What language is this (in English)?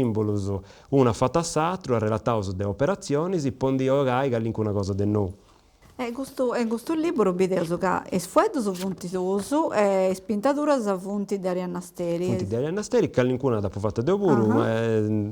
Sardinian